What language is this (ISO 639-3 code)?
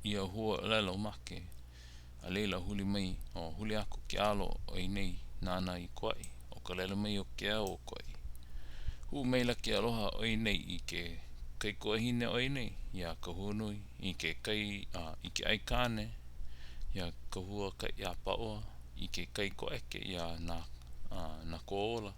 haw